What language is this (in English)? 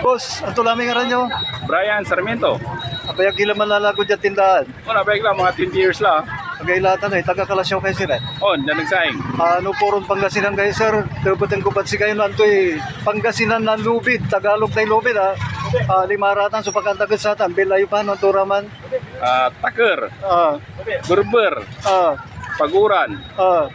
Pangasinan